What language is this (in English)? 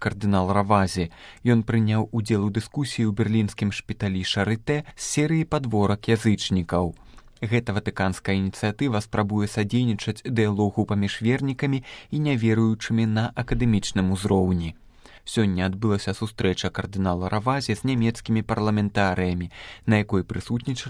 Belarusian